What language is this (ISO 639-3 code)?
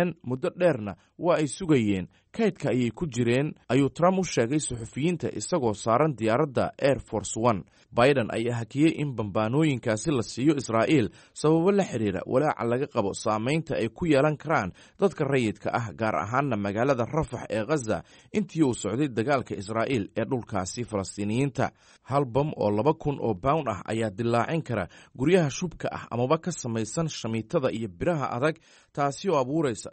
som